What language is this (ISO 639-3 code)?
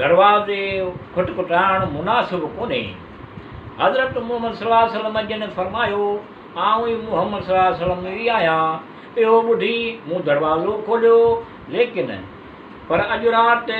snd